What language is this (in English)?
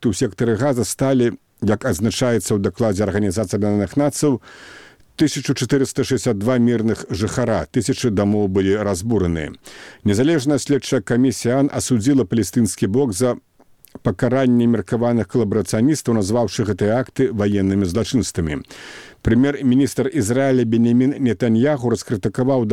Belarusian